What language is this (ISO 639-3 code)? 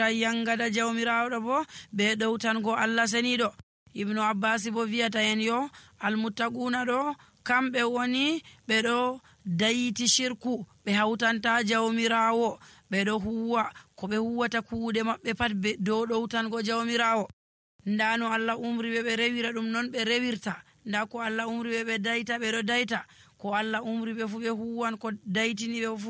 fuv